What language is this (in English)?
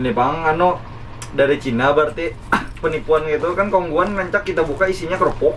Banjar